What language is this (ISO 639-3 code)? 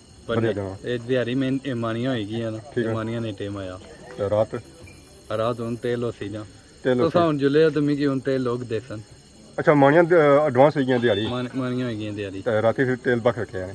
phr